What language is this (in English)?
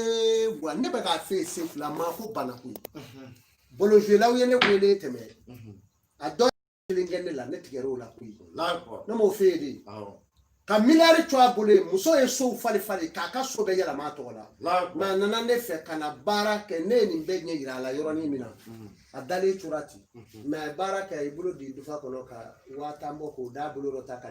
Bambara